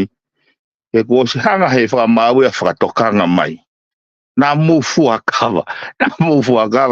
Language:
Tongan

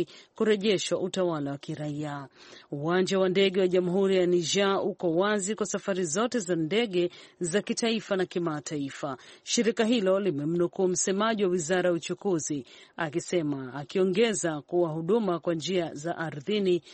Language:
Swahili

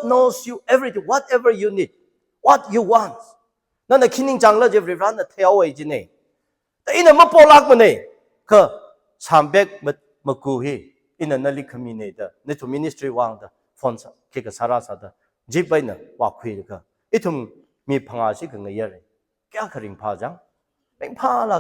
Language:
Tangkhul Naga (India)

